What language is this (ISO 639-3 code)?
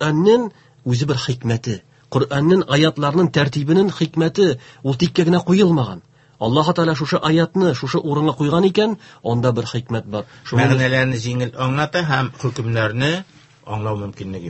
tat